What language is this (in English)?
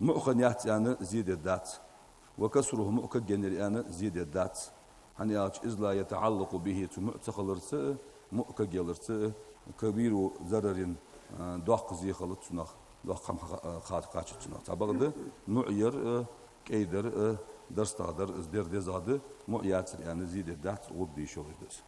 Ingush